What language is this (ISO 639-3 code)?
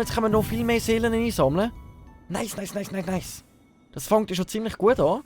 gsw